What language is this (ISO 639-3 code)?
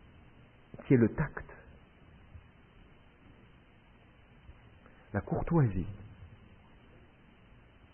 fra